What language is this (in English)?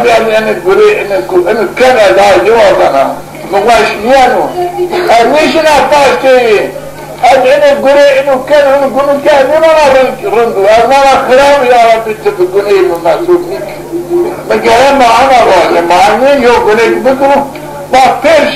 Zaza